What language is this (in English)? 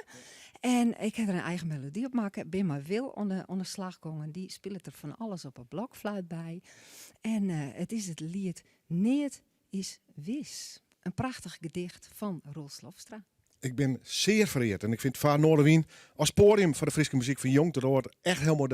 Western Frisian